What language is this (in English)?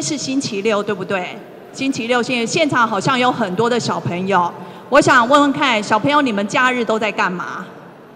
Chinese